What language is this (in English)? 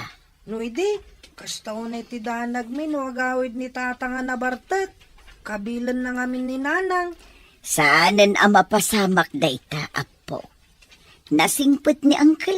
Iloko